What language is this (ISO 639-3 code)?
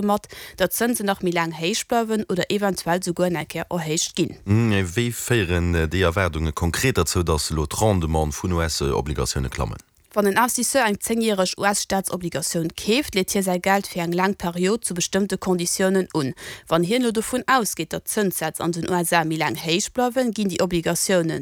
ltz